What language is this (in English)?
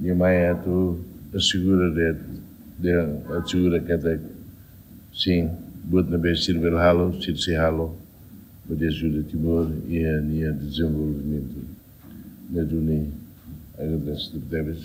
Tetum